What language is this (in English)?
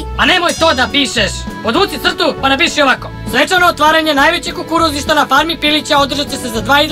Serbian